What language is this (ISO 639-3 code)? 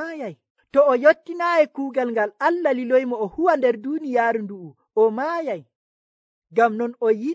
fuv